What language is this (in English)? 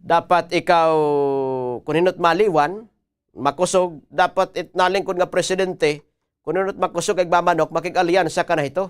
Waray